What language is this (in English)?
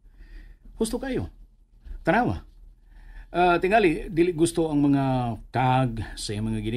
Cebuano